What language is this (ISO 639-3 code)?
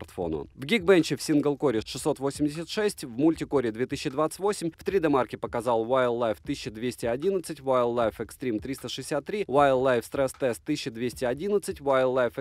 rus